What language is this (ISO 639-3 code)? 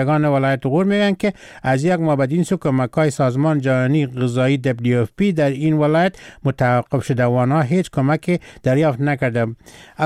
fas